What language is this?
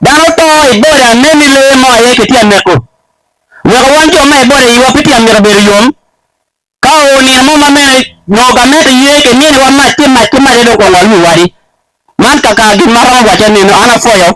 Acoli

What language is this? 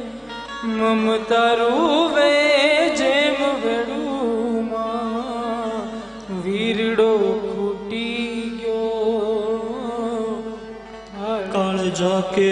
Gujarati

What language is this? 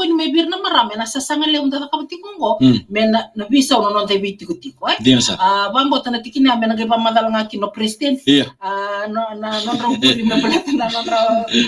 Fijian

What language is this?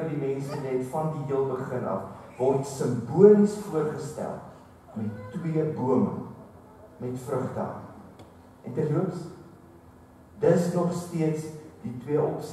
Afrikaans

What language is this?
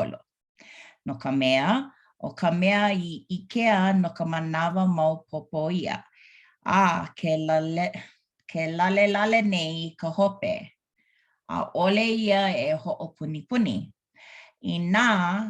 Hawaiian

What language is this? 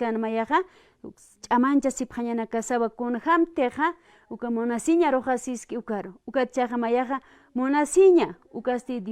Aymara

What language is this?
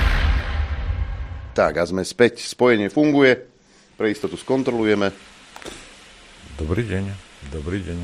Slovak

